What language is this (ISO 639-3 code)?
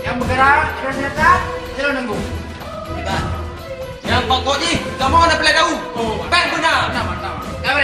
ace